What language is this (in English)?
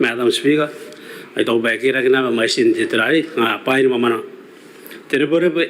Gilbertese